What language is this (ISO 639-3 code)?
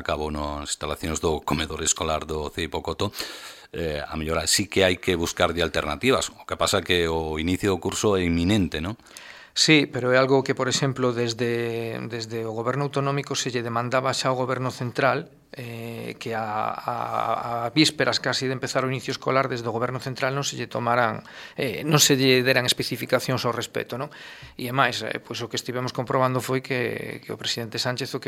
glg